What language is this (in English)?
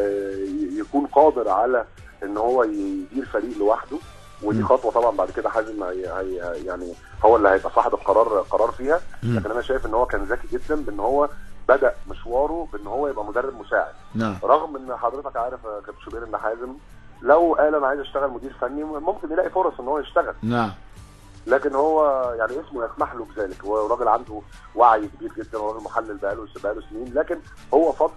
Egyptian Arabic